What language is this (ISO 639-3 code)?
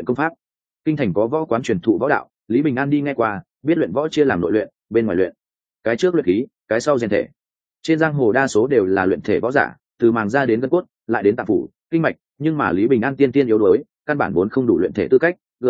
vie